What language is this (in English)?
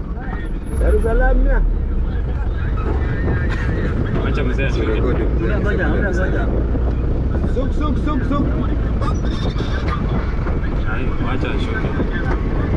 Swahili